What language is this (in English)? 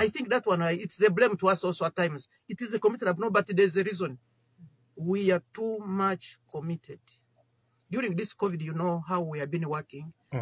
Nyoro